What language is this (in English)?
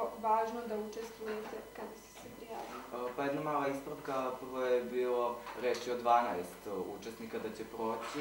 Serbian